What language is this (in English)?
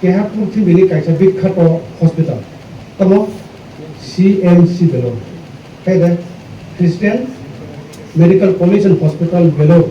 Kok Borok